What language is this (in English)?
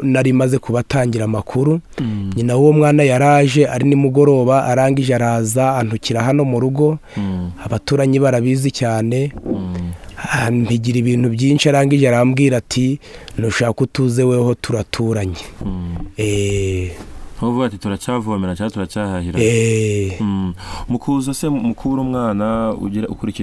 Kinyarwanda